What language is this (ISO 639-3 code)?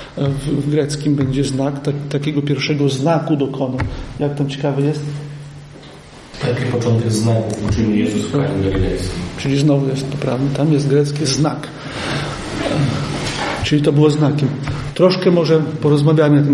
pol